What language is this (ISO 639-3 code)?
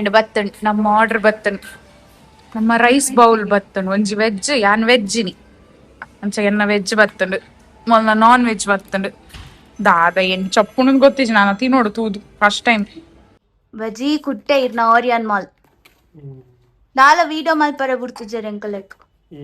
tcy